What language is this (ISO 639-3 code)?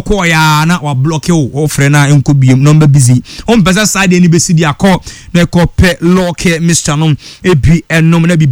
aka